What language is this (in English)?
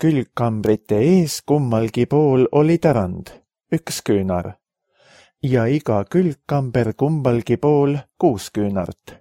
Estonian